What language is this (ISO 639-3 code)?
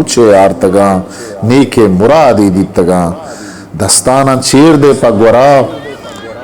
bgp